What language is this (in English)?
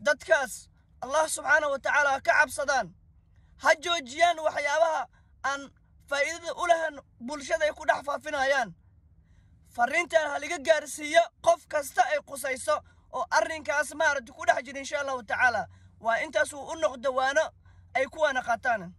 Somali